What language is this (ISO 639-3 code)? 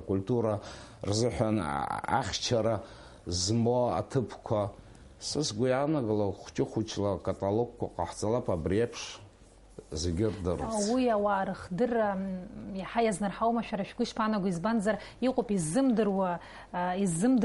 abk